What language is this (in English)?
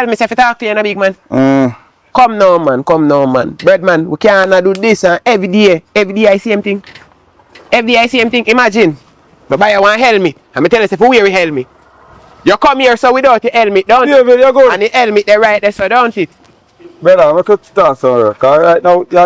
Jamaican Creole English